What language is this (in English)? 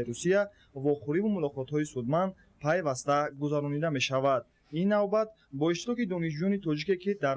Tajik